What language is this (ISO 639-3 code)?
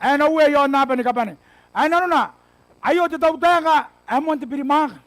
gil